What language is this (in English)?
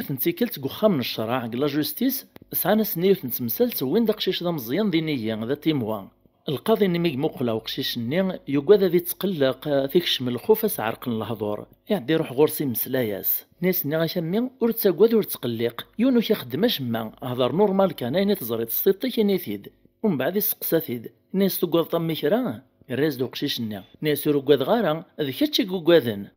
Kabyle